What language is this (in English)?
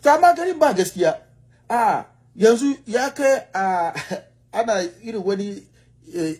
Hausa